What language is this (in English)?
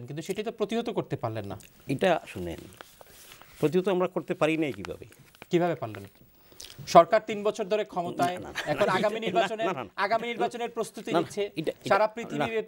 Bangla